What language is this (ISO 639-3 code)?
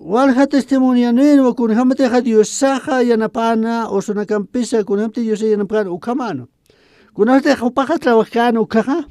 aym